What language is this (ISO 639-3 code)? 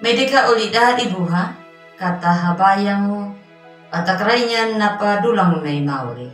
akg